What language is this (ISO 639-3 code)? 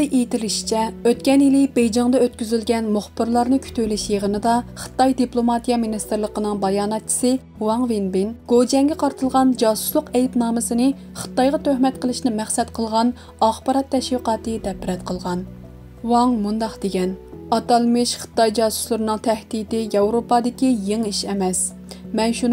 uig